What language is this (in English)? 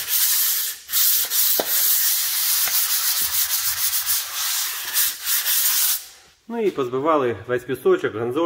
Ukrainian